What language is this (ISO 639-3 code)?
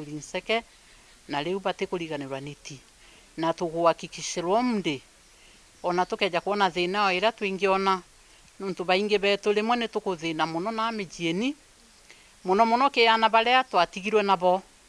mer